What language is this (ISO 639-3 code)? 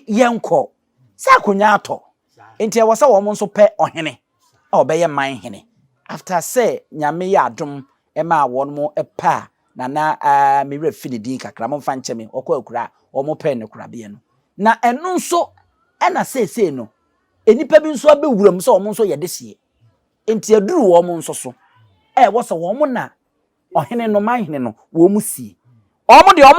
aka